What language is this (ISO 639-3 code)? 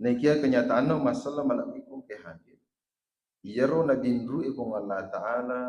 bug